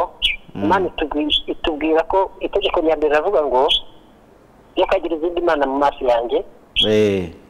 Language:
Kinyarwanda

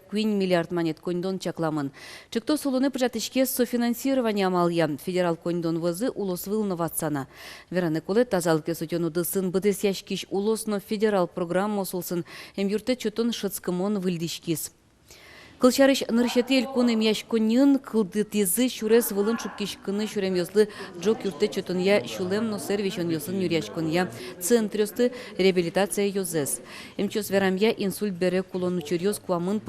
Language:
Udmurt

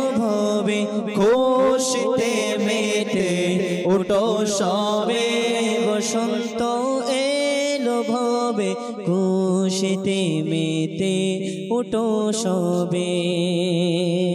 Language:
Bangla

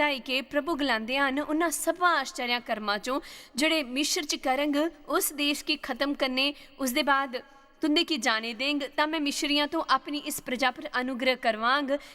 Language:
Dogri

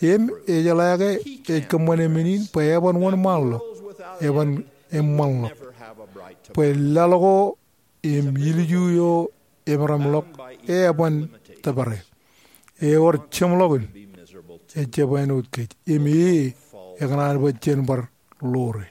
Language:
Marshallese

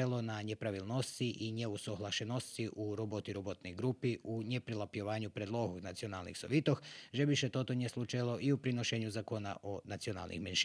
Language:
Rusyn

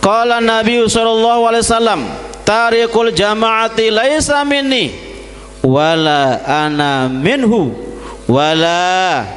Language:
Sasak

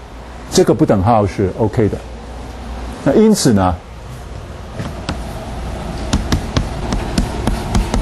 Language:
Chinese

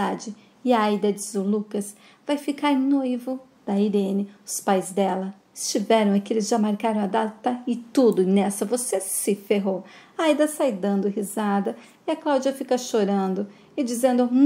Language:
Portuguese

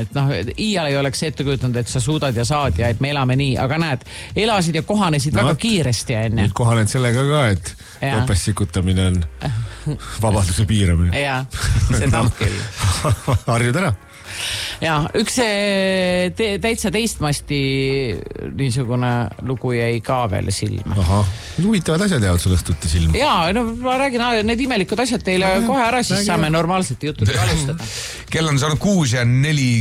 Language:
Estonian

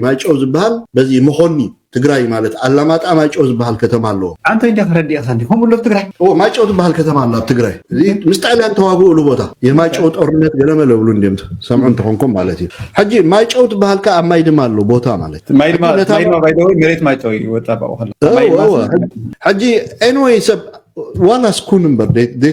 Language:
Tigrinya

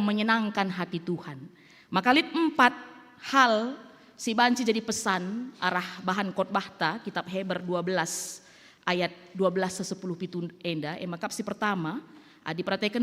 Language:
Batak Karo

